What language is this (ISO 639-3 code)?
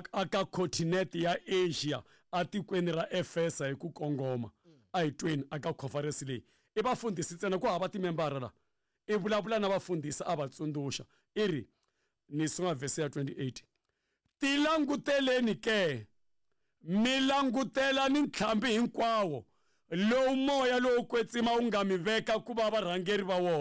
tso